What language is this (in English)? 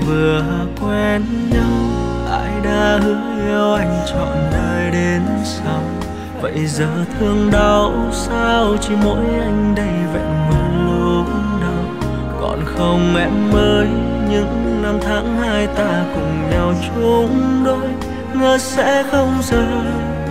Vietnamese